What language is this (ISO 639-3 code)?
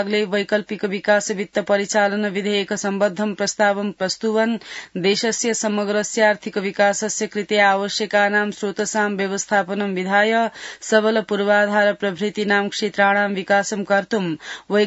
san